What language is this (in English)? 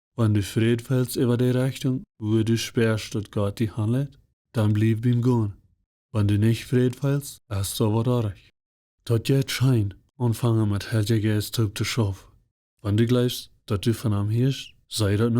Plautdietsch